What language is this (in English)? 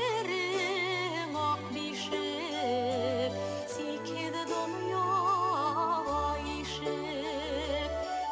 Bashkir